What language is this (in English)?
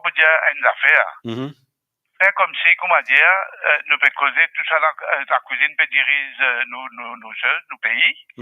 Morisyen